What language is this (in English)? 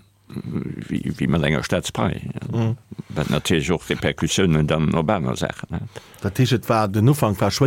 Luxembourgish